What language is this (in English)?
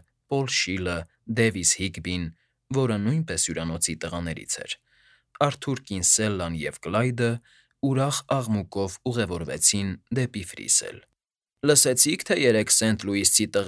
Armenian